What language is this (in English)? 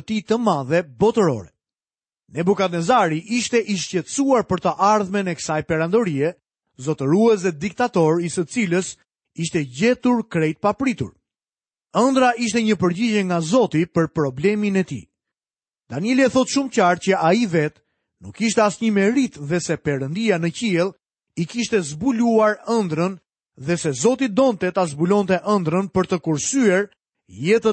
Albanian